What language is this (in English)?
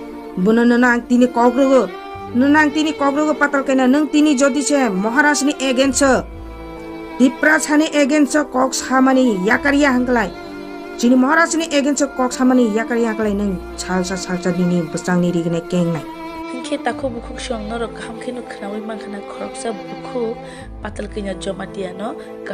Kok Borok